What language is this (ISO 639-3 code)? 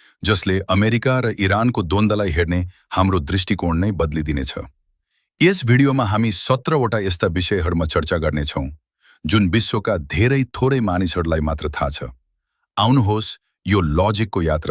nep